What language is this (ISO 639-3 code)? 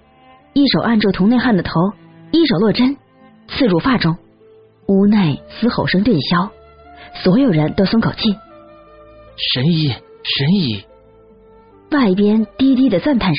zho